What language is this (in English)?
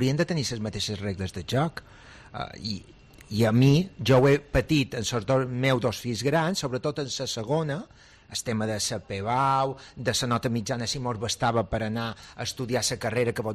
Catalan